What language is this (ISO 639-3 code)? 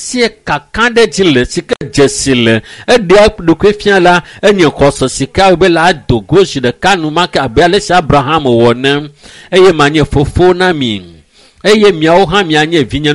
ewe